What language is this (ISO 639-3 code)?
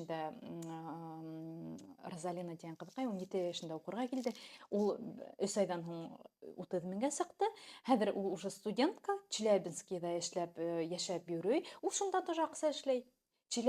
bak